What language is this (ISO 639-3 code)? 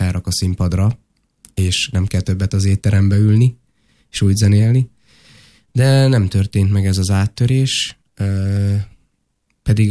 hun